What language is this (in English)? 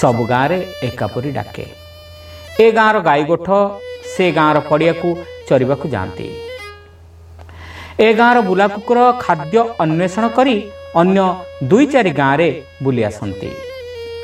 Odia